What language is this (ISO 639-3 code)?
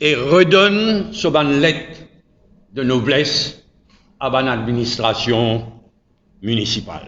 mfe